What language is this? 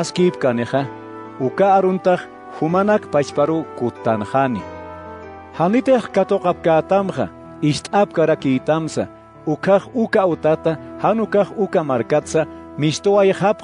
Aymara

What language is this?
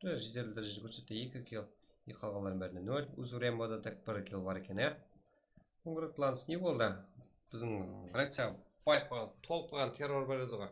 Kara-Kalpak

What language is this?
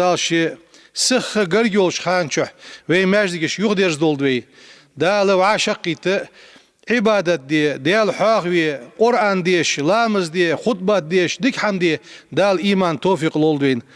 Ingush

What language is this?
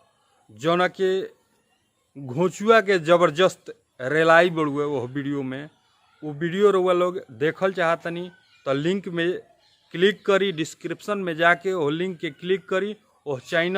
Bhojpuri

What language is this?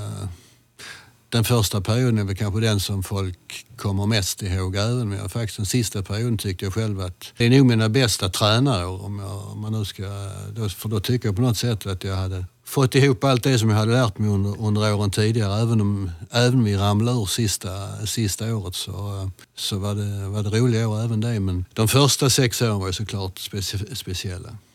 Swedish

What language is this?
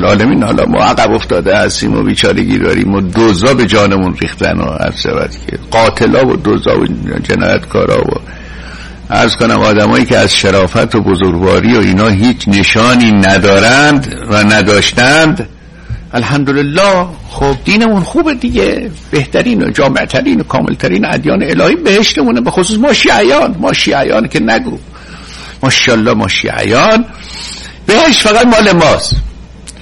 Persian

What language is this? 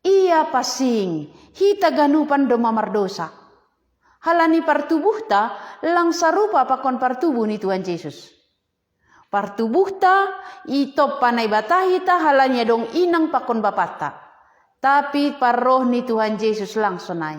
Batak Simalungun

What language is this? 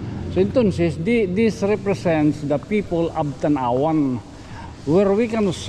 Waray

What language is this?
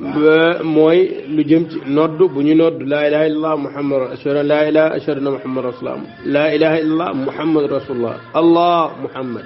Wolof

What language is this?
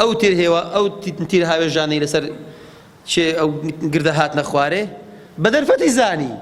Central Kurdish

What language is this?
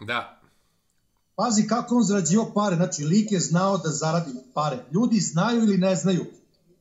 Serbian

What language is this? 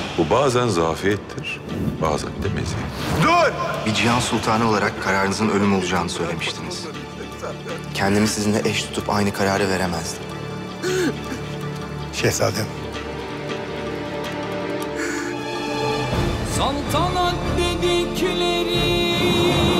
Turkish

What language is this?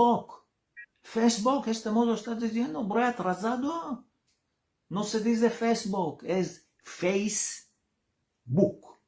Ladino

